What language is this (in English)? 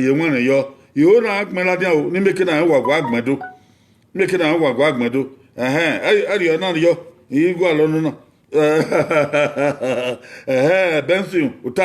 Bini